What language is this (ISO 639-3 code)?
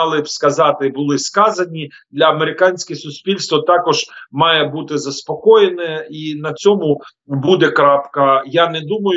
ukr